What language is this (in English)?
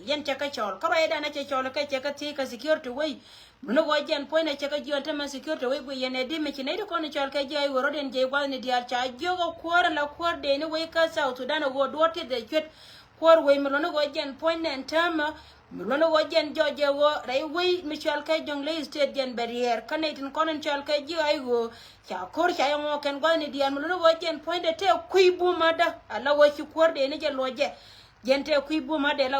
Nuer